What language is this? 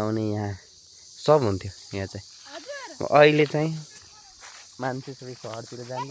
Nepali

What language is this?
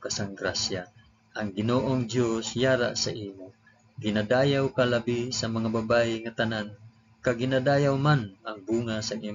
Hiligaynon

